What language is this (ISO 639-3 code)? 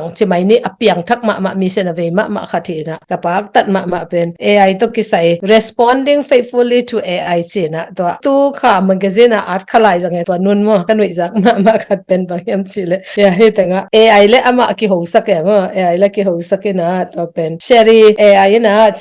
ctd